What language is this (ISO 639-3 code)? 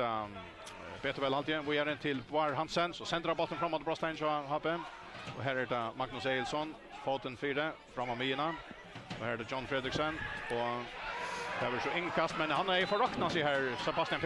fao